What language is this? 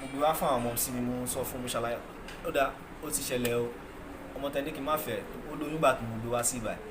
Yoruba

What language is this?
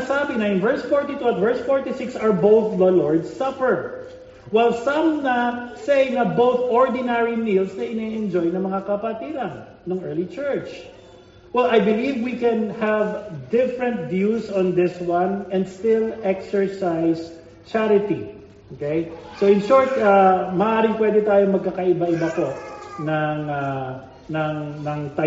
Filipino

